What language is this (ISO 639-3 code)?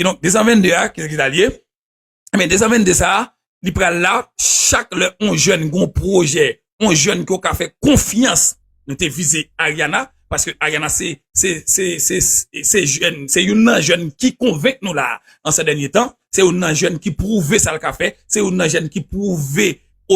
hat